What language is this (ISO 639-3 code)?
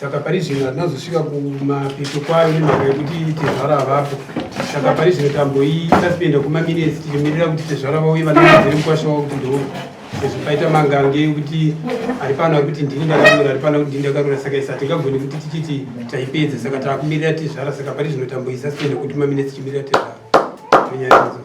sna